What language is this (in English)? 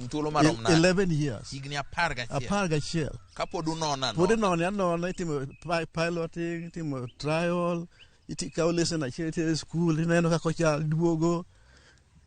Luo (Kenya and Tanzania)